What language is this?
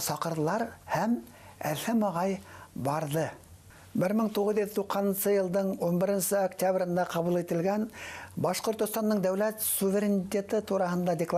Bashkir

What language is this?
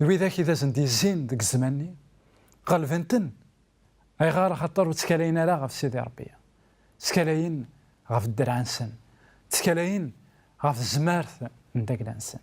Kabyle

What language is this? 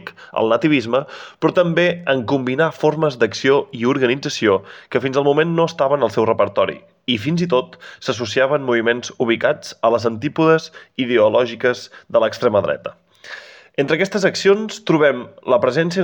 Catalan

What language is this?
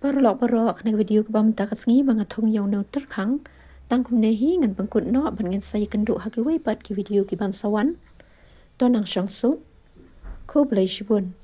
Khasi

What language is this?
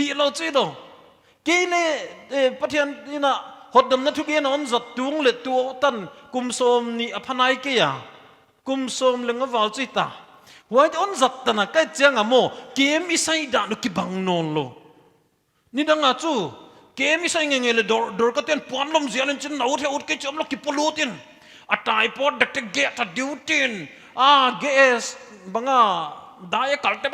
Paite Chin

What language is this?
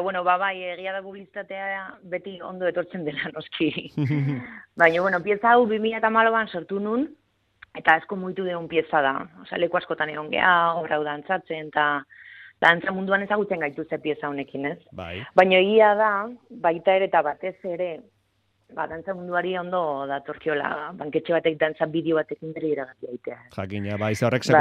Basque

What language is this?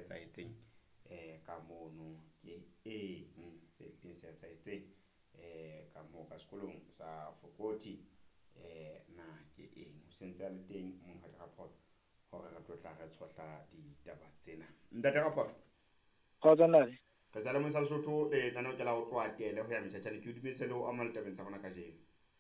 Southern Sotho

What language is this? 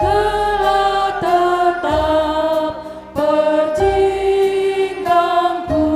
Batak Karo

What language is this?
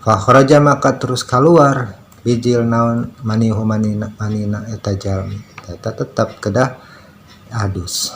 Sundanese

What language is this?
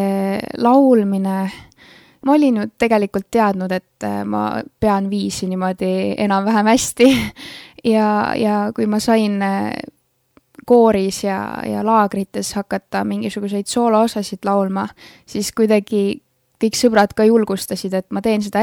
Estonian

